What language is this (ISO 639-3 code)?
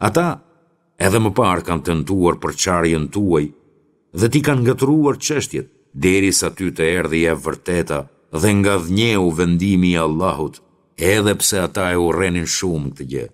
sqi